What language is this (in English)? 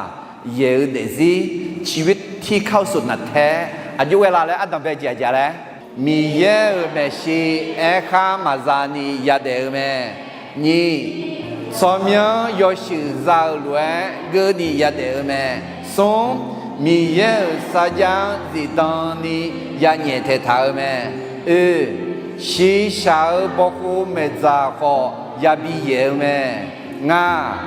Akha